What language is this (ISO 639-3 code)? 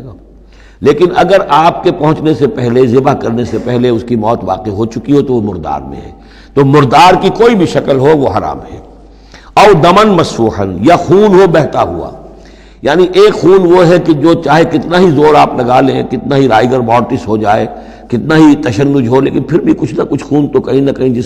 urd